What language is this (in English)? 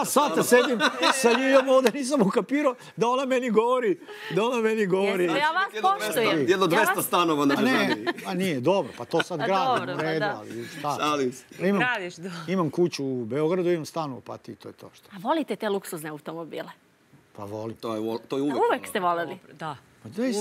Serbian